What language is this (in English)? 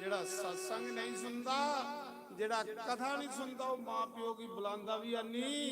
Dogri